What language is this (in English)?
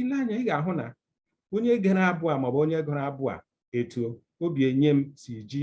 Igbo